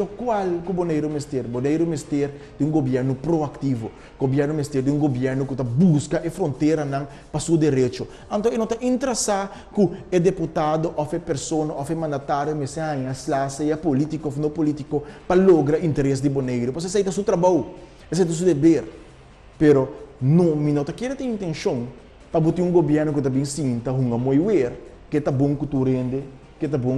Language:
Papiamento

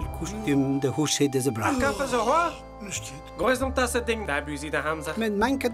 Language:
Breton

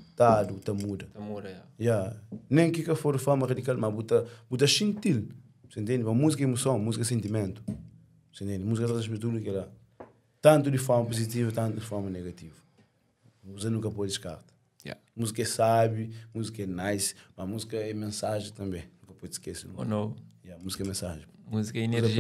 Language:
Kabuverdianu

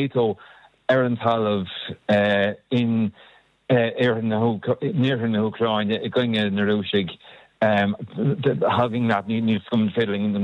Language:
Irish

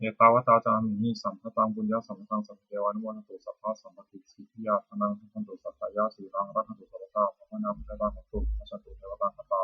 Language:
Pali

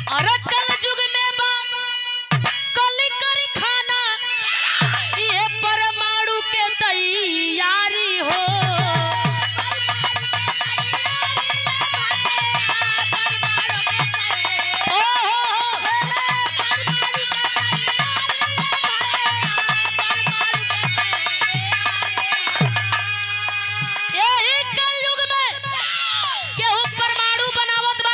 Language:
Bhojpuri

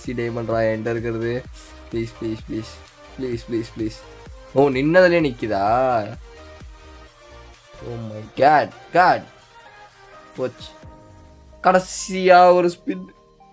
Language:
Tamil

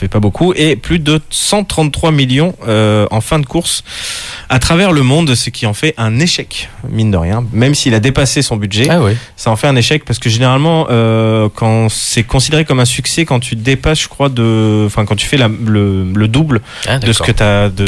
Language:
French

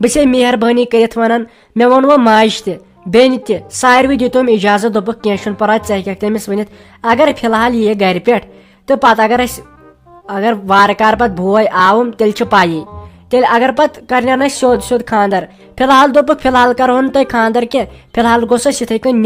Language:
Kashmiri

